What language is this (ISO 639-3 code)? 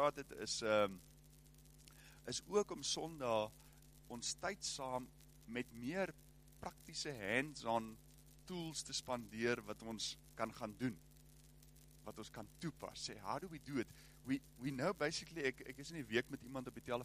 afr